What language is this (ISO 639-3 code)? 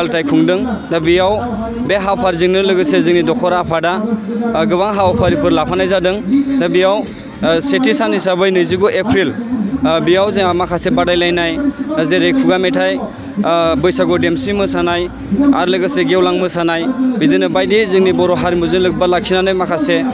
brx